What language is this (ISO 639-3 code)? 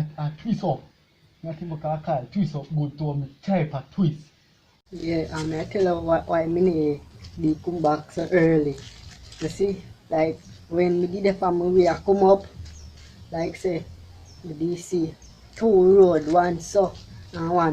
jam